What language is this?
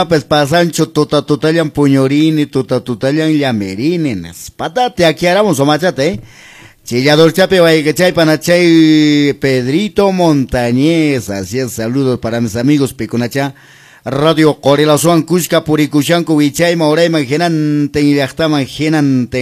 Quechua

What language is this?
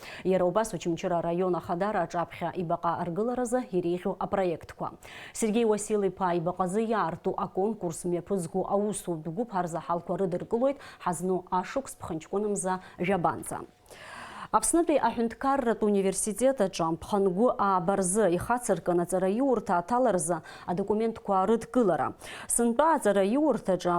Abkhazian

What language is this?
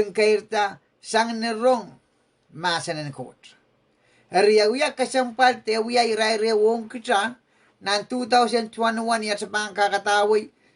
Pohnpeian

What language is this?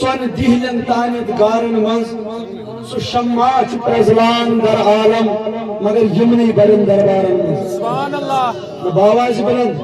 Kashmiri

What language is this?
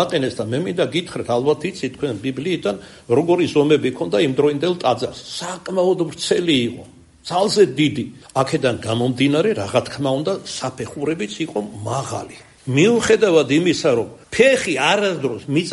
Georgian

